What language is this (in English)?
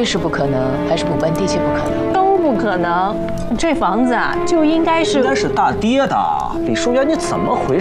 Chinese